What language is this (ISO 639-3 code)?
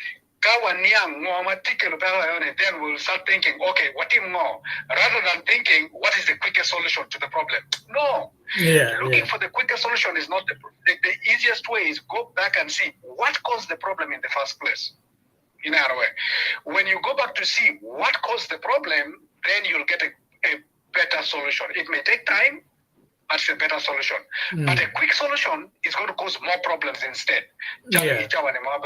ach